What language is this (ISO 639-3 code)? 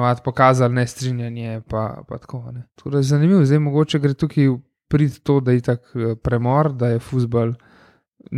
slv